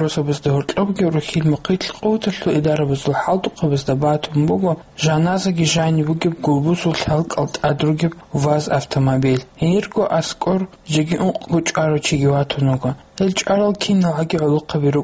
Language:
Avaric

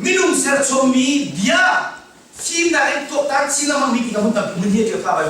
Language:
Hakha Chin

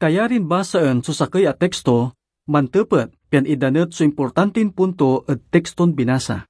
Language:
Pangasinan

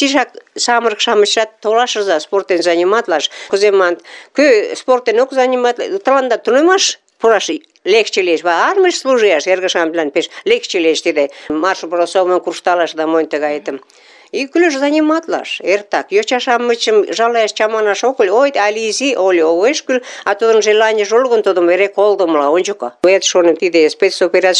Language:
Mari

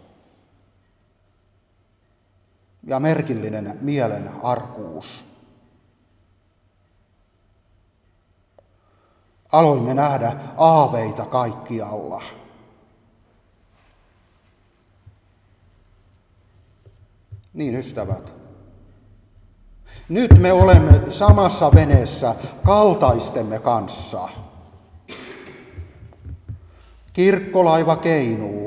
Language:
Finnish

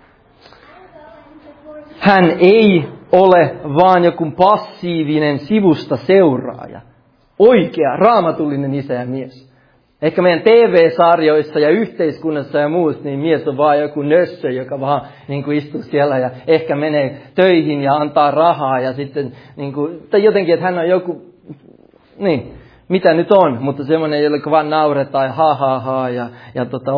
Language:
Finnish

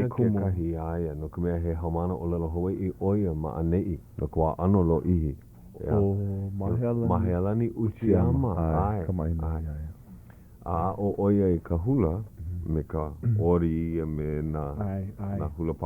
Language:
Hawaiian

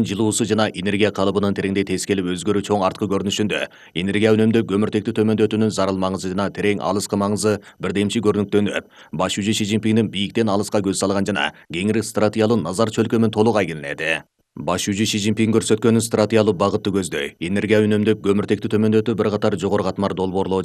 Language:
Kyrgyz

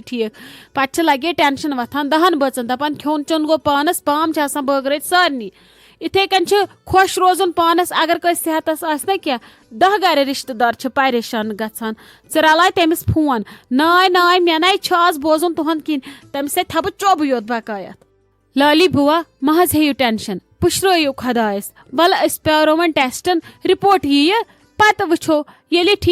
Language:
Kashmiri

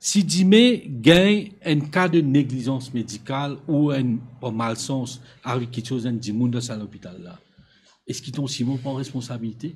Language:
Morisyen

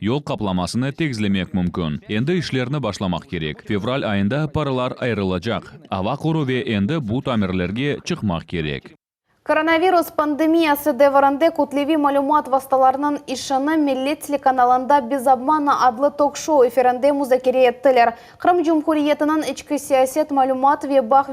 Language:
Crimean Tatar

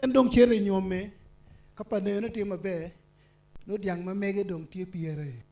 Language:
Acoli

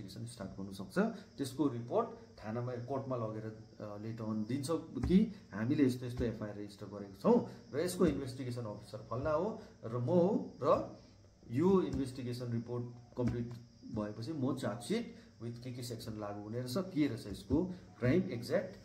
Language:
Nepali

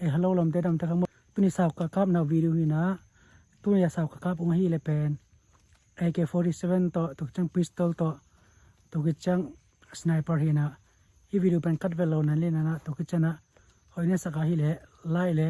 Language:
Tedim Chin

